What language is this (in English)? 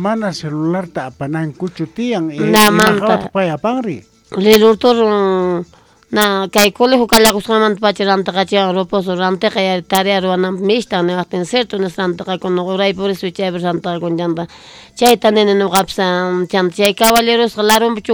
South Bolivian Quechua